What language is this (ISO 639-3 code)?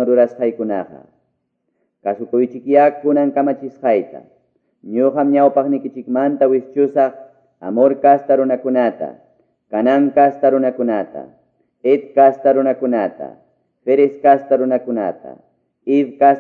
que